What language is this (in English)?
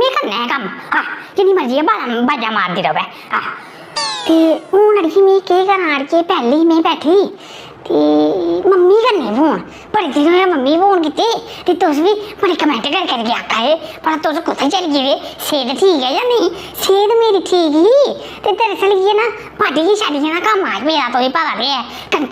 Dogri